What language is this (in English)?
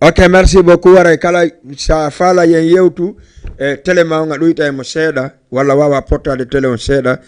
Fula